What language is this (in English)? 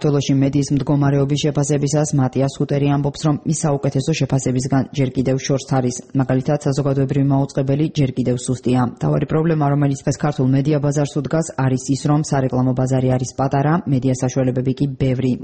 Georgian